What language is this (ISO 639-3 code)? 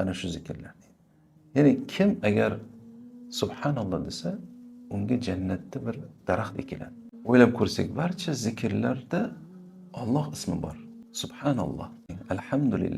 uzb